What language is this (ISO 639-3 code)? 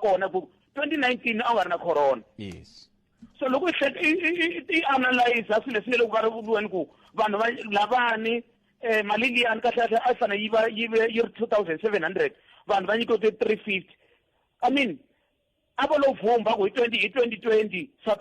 tso